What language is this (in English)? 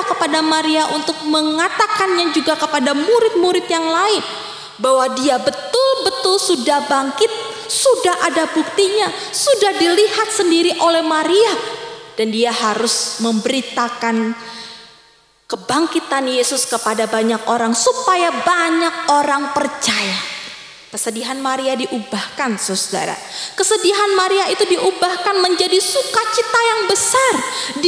Indonesian